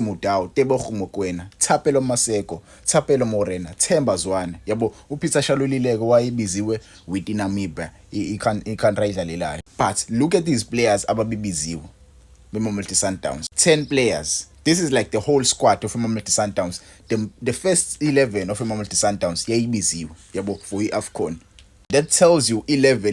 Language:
Zulu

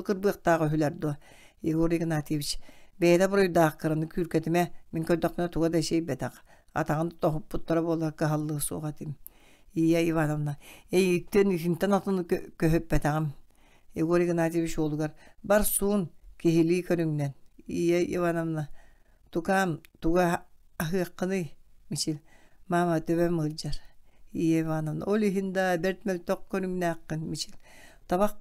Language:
Yakut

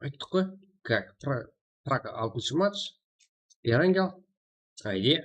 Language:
Kara-Kalpak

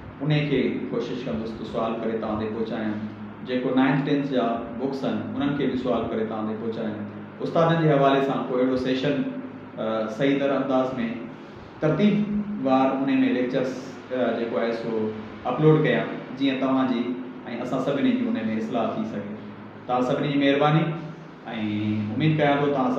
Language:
Sindhi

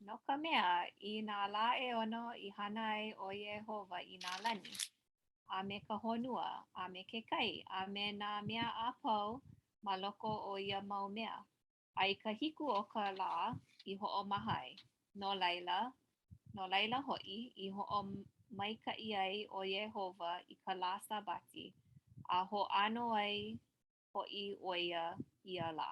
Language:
Hawaiian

